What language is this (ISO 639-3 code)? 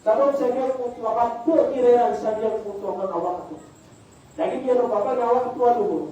mrw